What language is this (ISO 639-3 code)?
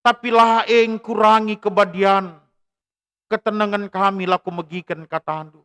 btx